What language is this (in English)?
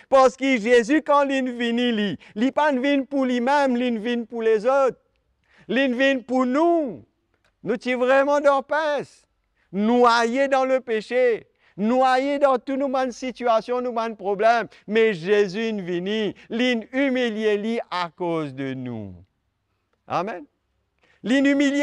Morisyen